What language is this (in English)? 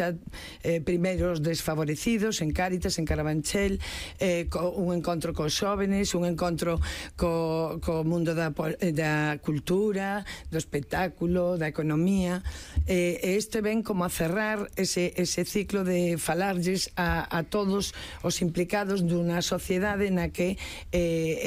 Galician